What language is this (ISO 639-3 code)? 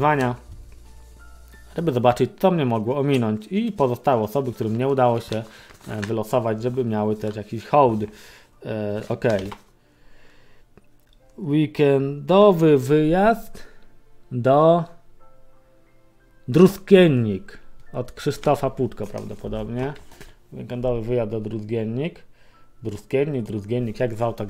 pol